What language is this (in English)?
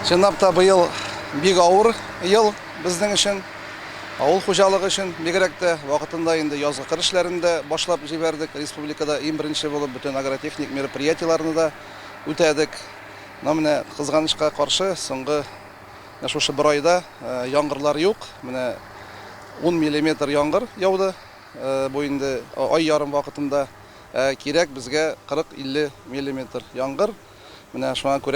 Tatar